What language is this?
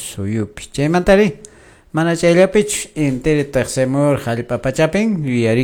Quechua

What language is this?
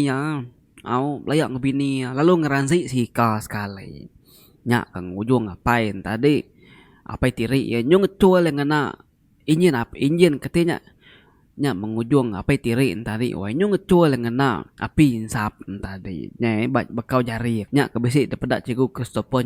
Iban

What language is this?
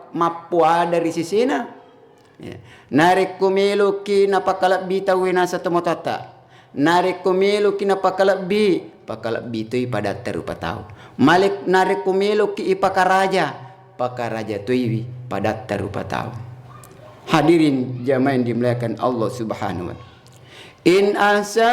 Buginese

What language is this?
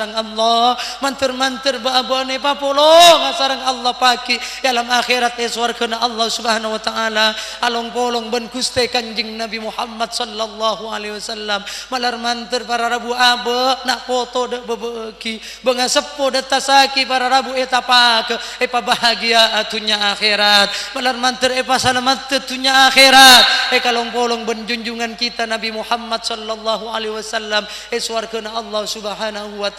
Madurese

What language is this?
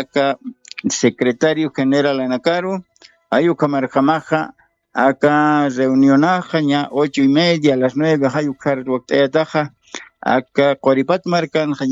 Aymara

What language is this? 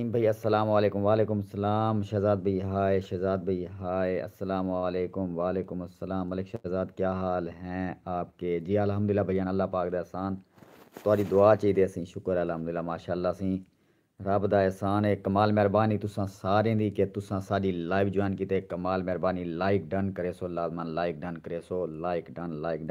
Saraiki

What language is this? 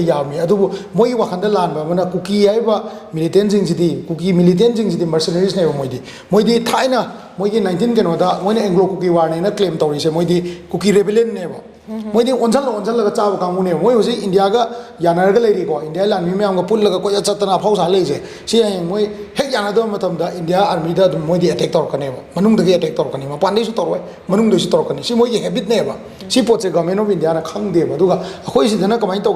Manipuri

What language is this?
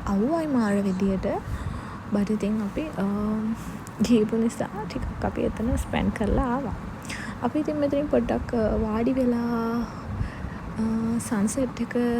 Sinhala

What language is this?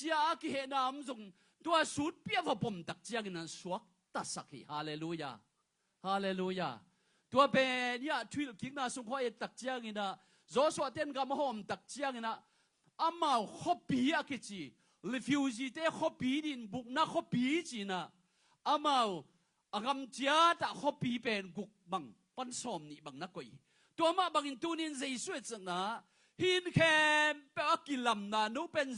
Tedim Chin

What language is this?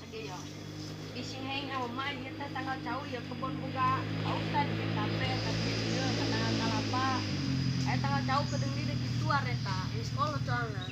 Sundanese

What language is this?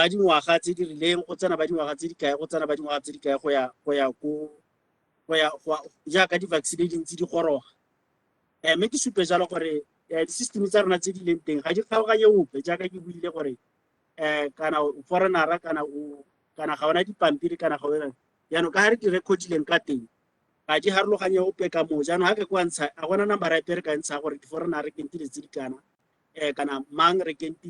Tswana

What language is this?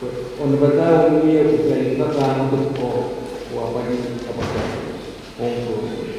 Pohnpeian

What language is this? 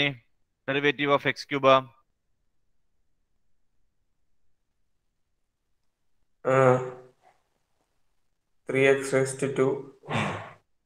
Malayalam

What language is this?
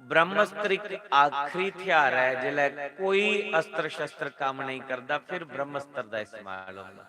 Dogri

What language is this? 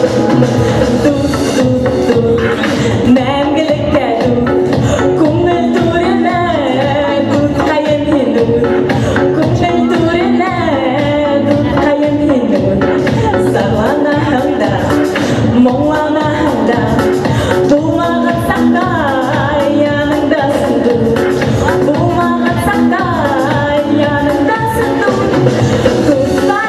Bashkir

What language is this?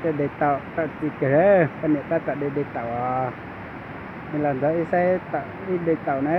Hmong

